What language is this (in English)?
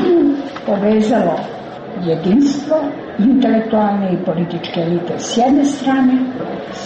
Serbian